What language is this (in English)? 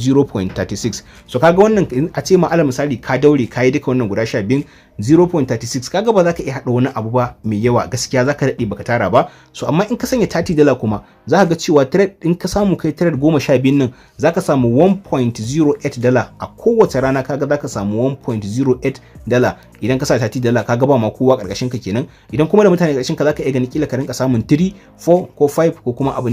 Hausa